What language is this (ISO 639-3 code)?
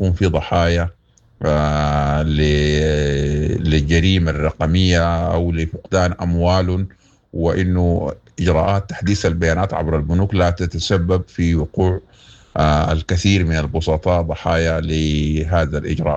apd